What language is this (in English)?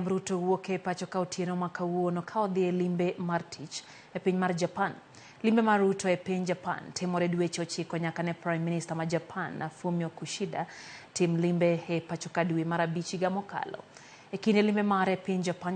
Luo (Kenya and Tanzania)